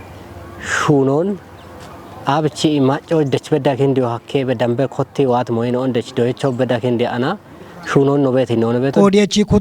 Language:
Kafa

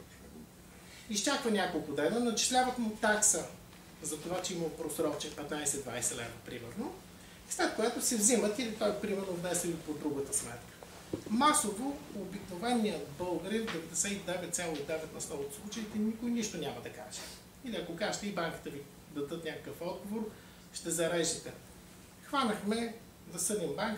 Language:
Bulgarian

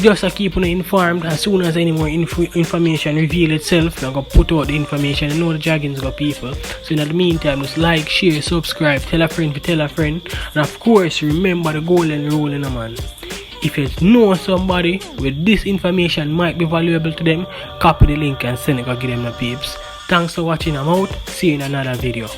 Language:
Jamaican Creole English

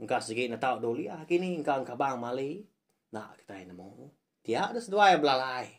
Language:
Iban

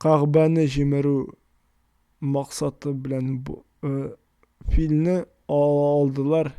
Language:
Tatar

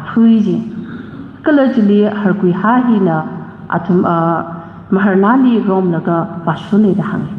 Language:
Tangkhul Naga (India)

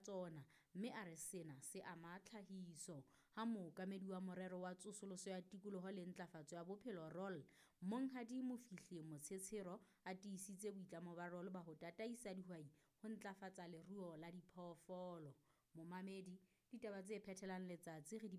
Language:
Southern Sotho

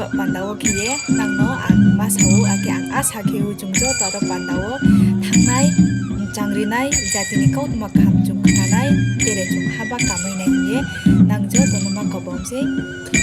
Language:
Riang (India)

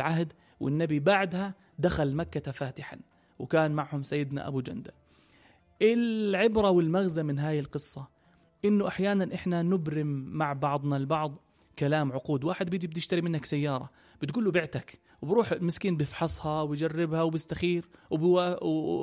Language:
North Levantine Arabic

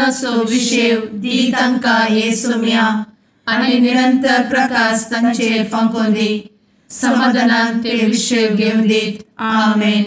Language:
Konkani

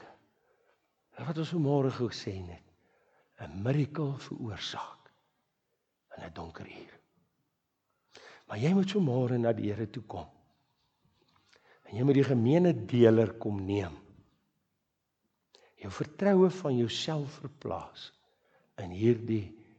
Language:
Afrikaans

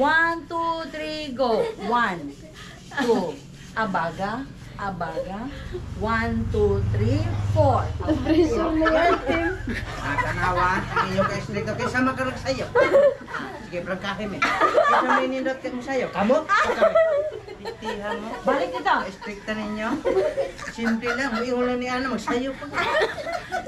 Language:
Cebuano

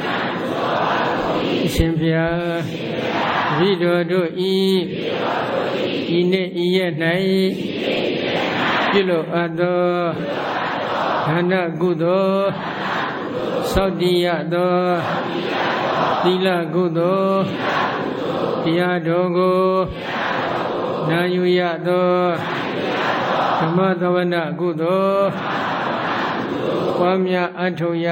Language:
Burmese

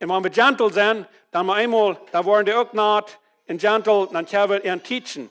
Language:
Plautdietsch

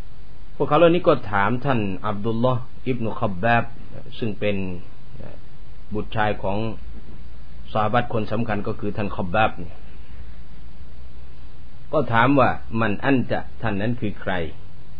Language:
Thai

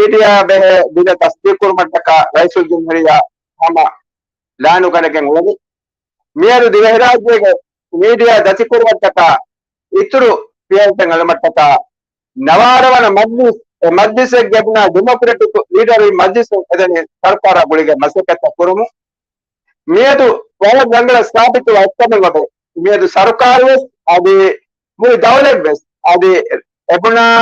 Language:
Divehi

